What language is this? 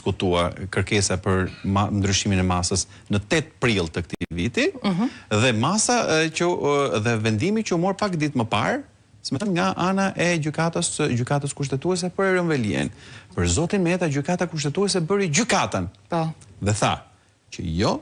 Albanian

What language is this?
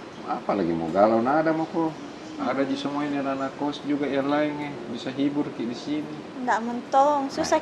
Makassar Malay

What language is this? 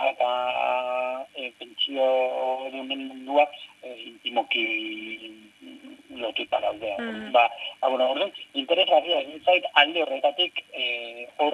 Basque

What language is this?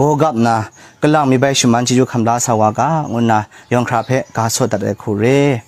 Kachin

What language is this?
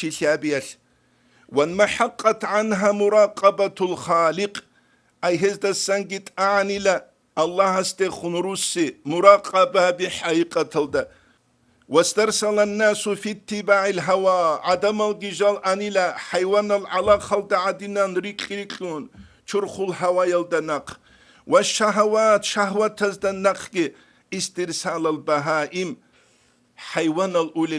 Avaric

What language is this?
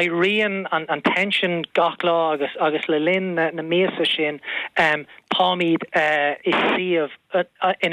Irish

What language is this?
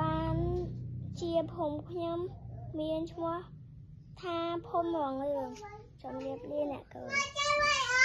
Khmer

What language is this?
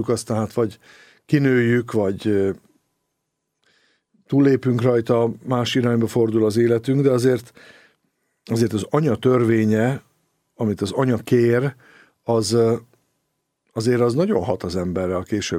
Hungarian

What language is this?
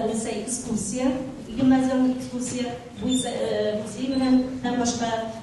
Bashkir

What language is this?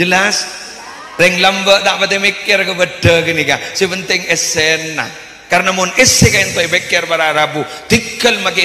Madurese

